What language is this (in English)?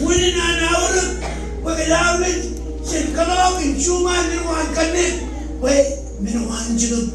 Marshallese